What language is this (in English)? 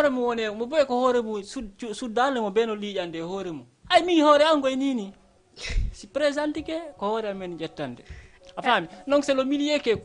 Fula